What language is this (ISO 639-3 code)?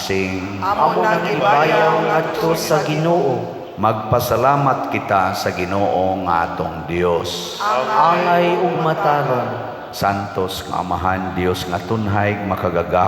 ceb